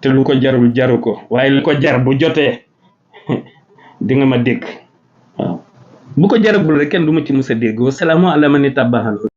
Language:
Wolof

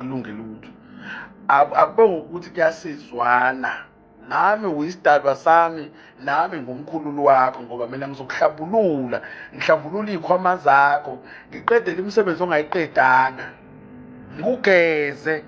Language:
Zulu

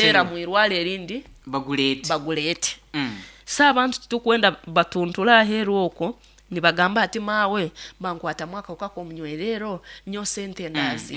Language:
Nyoro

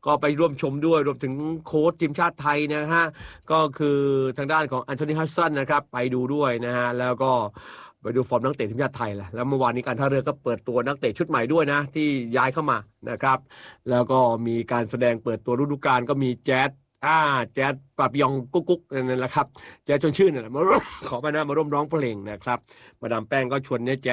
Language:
Thai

